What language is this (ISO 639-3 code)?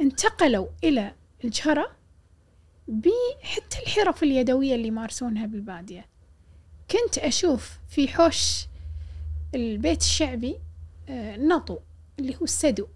afb